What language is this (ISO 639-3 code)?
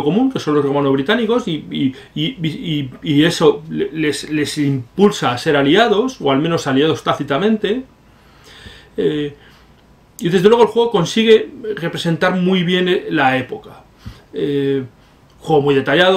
spa